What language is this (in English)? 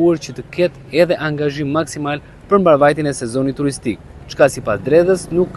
Albanian